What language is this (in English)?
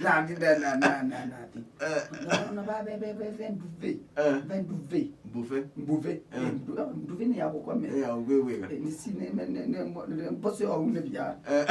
Kamba